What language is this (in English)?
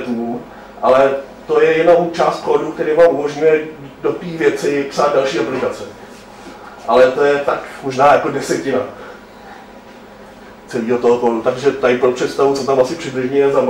Czech